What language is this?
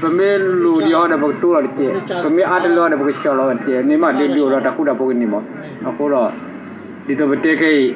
S'gaw Karen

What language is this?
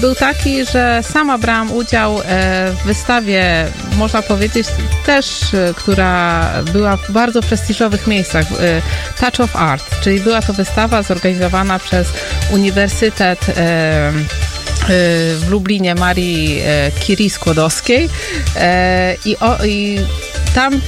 Polish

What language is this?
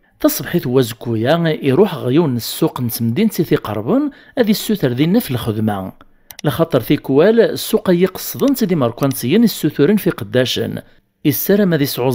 Kabyle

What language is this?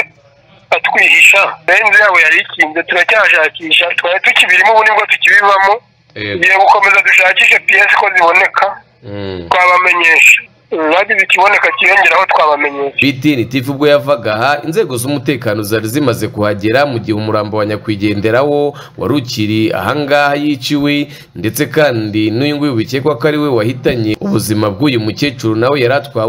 Kinyarwanda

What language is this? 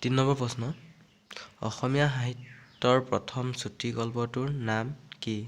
Assamese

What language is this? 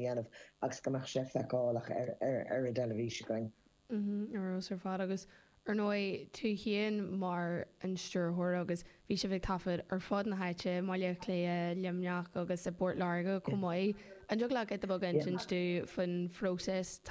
Irish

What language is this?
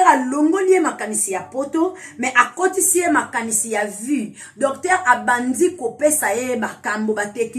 Lingala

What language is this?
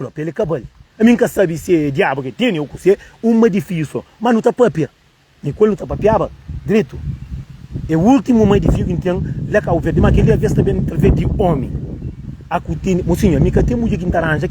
Kabuverdianu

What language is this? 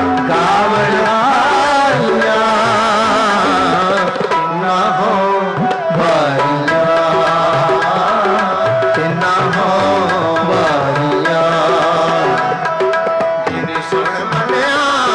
Hindi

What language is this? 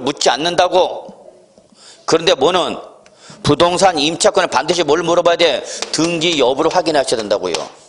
Korean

